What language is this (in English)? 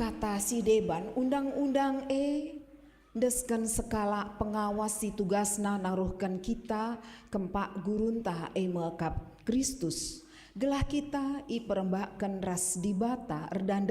Batak Karo